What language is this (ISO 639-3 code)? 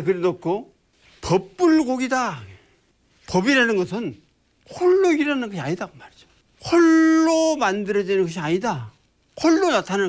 kor